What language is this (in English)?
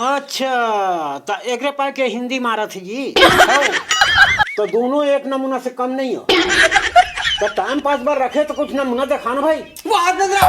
Chhattisgarhi